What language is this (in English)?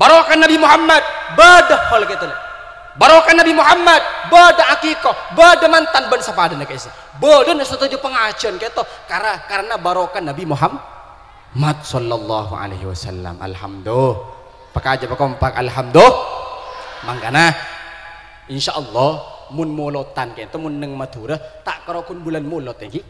Madurese